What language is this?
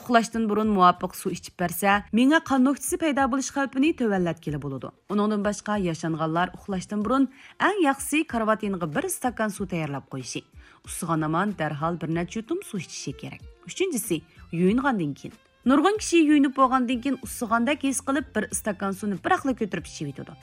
Uyghur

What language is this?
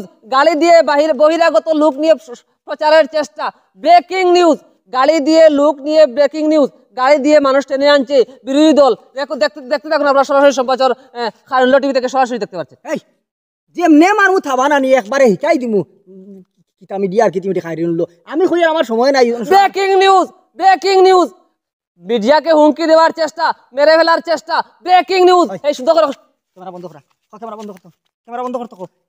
Sylheti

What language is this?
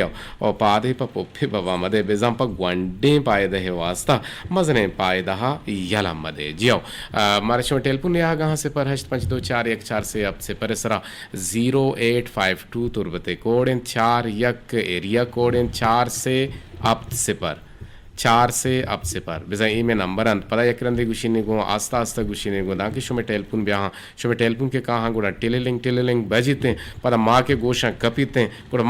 Eastern Balochi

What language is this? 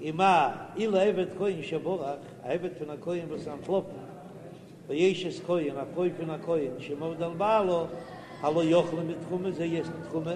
Yiddish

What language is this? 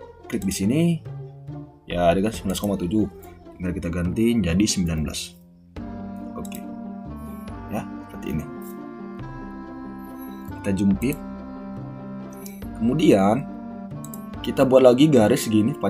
Indonesian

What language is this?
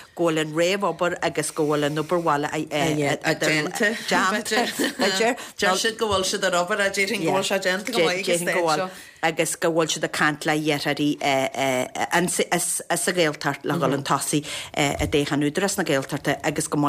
Irish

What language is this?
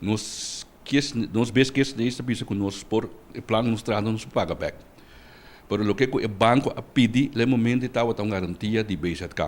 Papiamento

